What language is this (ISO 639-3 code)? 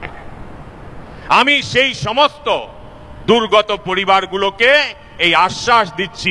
ben